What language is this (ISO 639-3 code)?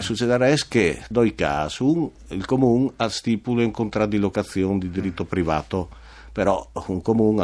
fur